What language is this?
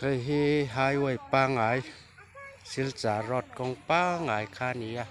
Mizo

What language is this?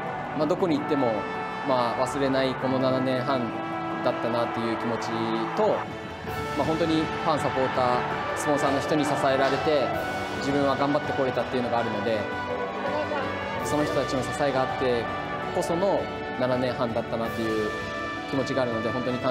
Japanese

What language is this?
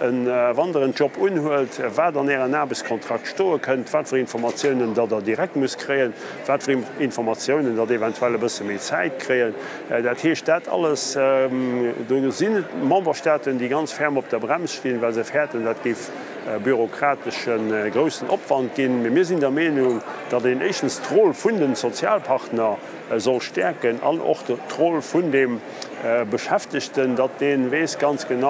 Luxembourgish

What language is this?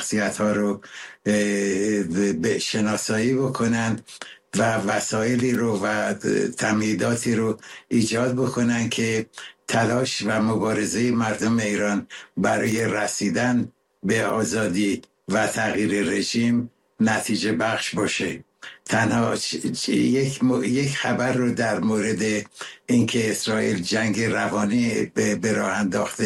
Persian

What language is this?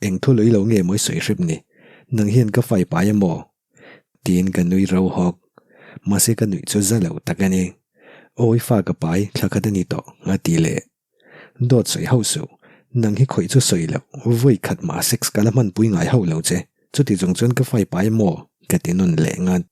Mizo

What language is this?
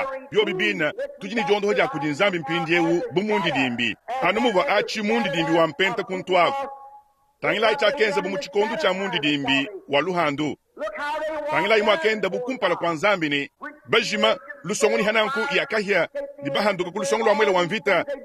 Luba-Lulua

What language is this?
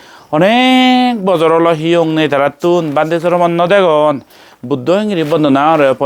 Chakma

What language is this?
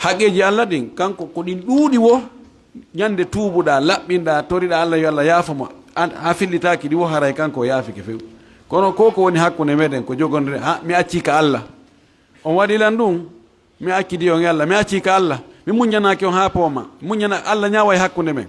Fula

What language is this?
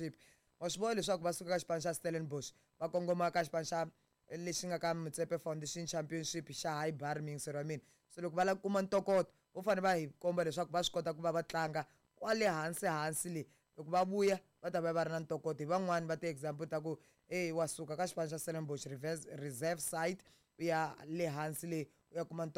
Tsonga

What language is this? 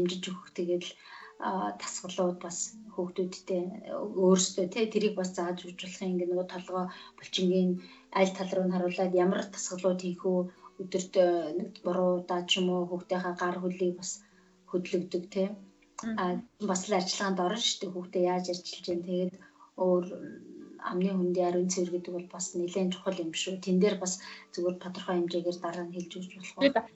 Mongolian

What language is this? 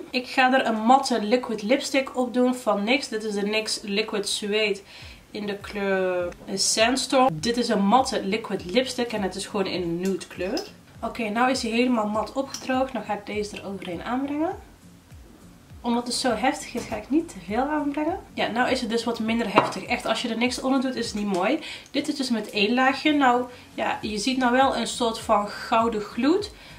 Dutch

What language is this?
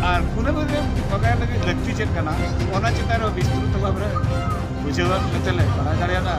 Santali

